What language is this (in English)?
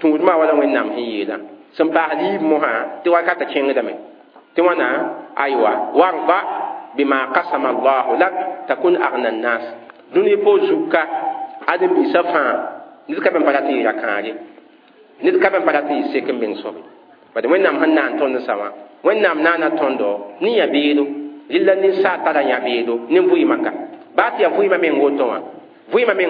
Mossi